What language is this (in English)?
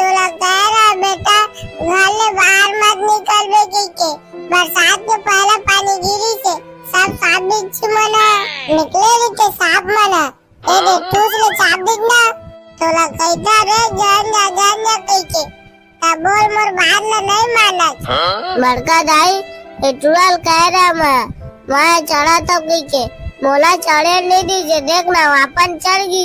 Chhattisgarhi